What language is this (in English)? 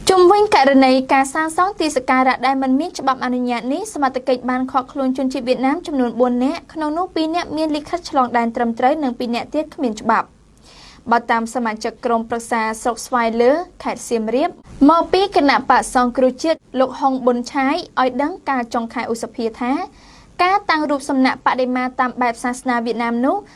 Khmer